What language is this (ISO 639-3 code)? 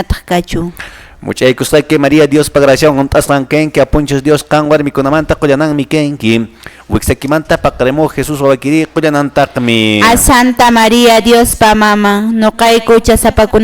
que